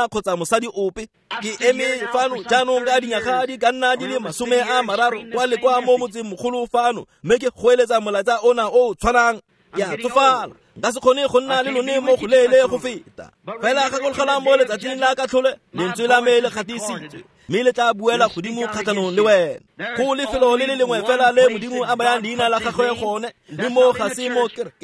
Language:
Tswana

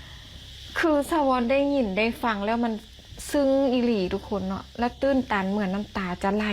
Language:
Lao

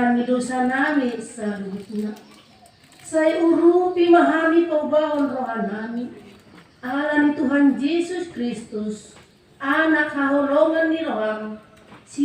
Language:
Batak Toba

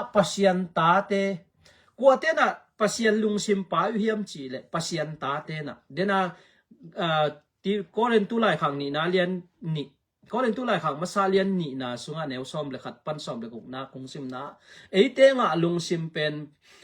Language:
Tedim Chin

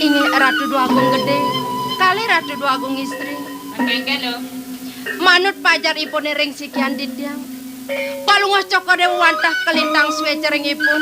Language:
Balinese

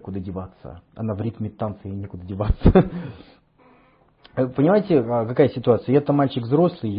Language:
Russian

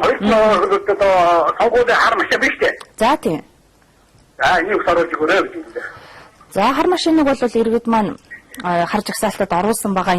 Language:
Mongolian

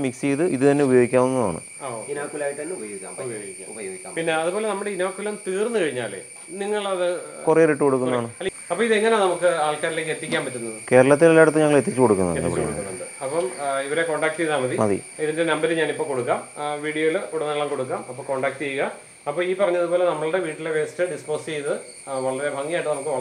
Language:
Malayalam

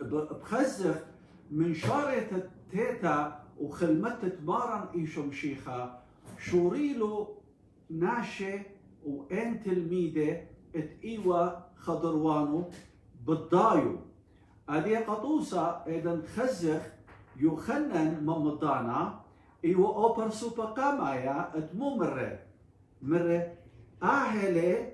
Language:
Assyrian Neo-Aramaic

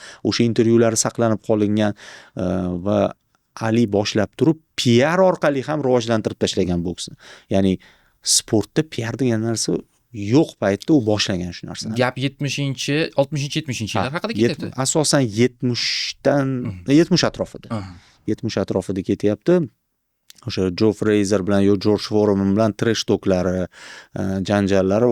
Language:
Uzbek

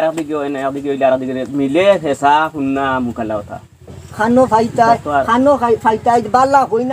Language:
Sylheti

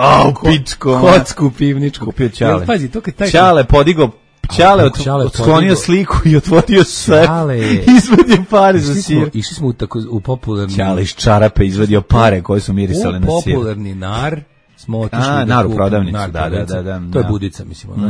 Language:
Serbian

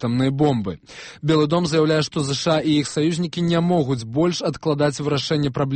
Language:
Belarusian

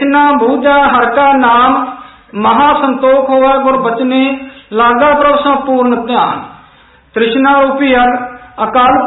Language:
Punjabi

